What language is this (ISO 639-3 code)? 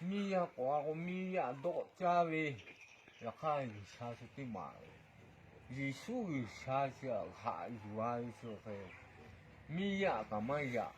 lhu